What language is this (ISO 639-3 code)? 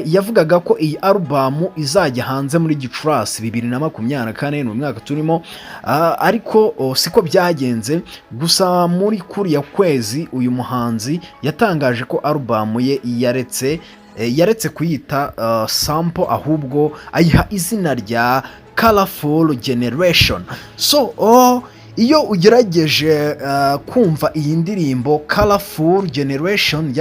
kin